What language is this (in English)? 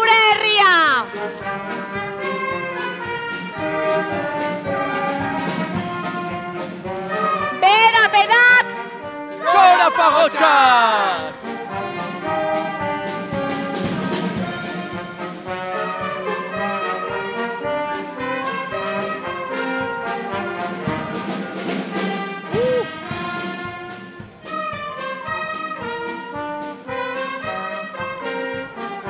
Basque